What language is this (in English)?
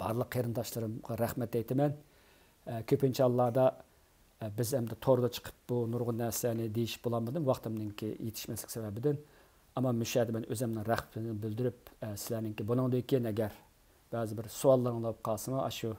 Uyghur